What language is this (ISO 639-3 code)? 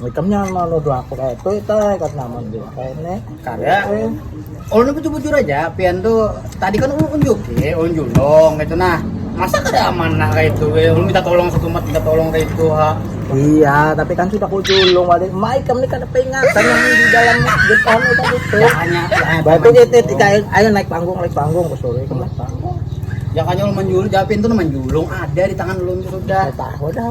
bjn